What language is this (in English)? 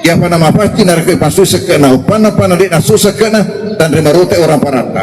Buginese